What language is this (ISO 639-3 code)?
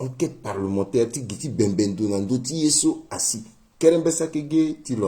sag